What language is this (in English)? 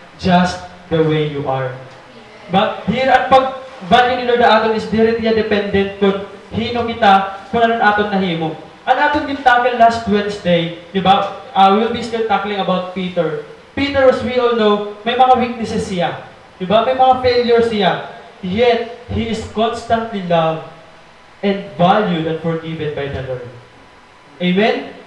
Waray